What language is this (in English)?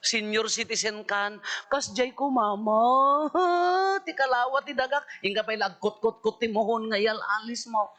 Iloko